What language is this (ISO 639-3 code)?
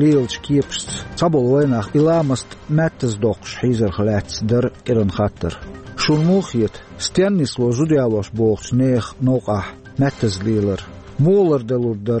che